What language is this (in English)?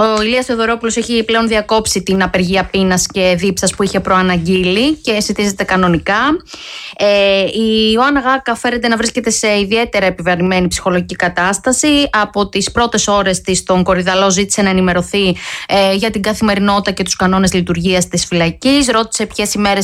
Greek